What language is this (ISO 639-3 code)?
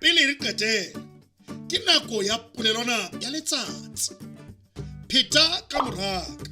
sot